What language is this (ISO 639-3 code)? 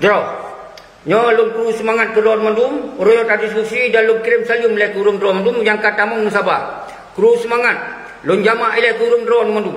ace